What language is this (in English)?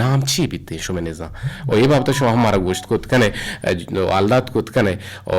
Eastern Balochi